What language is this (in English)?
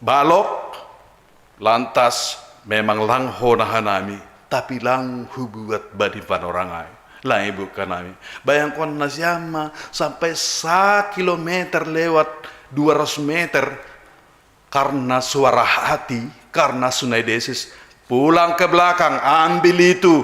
Batak Simalungun